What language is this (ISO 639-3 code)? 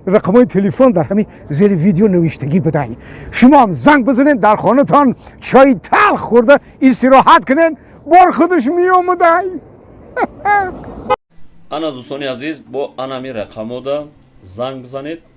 tgk